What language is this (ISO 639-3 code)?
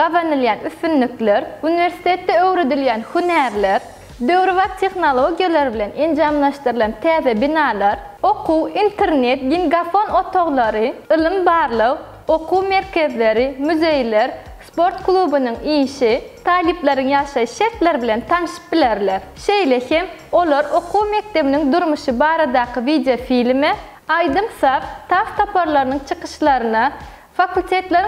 tuk